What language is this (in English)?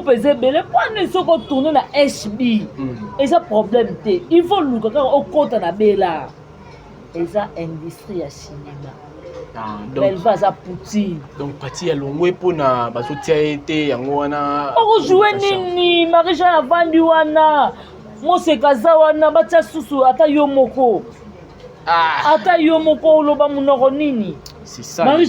Lingala